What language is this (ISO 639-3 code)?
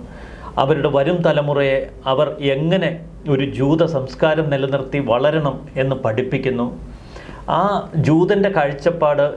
mal